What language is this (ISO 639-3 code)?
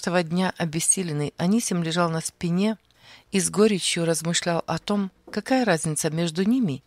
rus